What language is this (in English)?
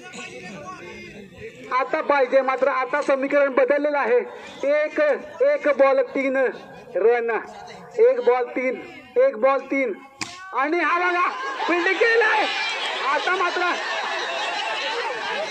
Marathi